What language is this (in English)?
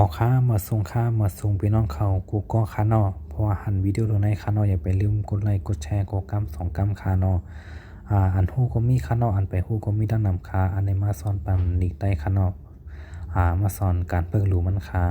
Shan